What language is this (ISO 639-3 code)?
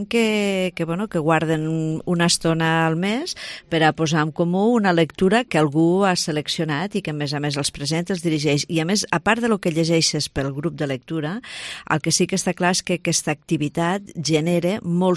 cat